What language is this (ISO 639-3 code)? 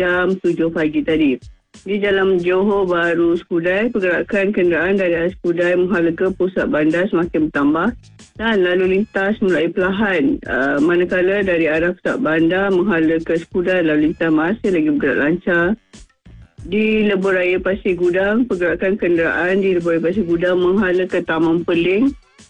msa